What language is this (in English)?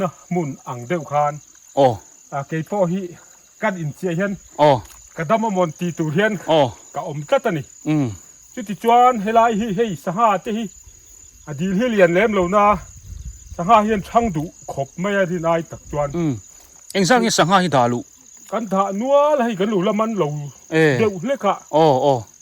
Biete